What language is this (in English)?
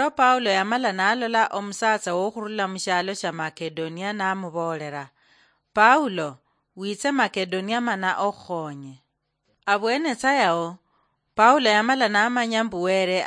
Luyia